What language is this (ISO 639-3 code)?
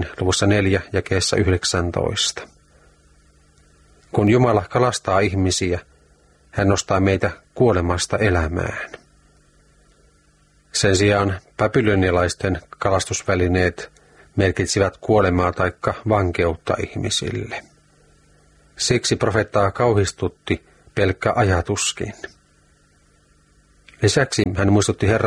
fin